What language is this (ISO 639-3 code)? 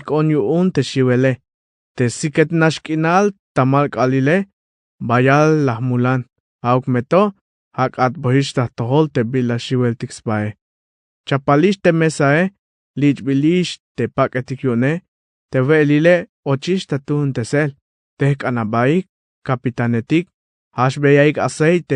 tzh